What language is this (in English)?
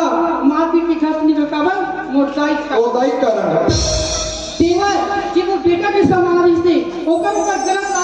Chhattisgarhi